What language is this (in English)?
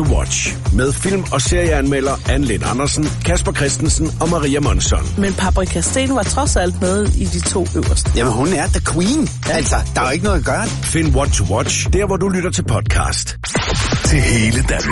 Danish